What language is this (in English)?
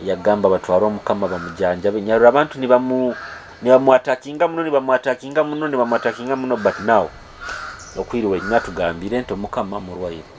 Nyoro